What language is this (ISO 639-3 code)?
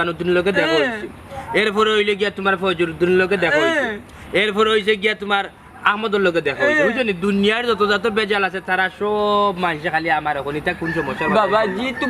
syl